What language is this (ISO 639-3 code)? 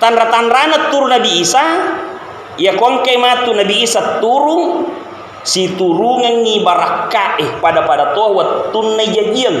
bug